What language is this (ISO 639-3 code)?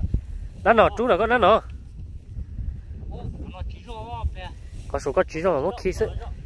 vie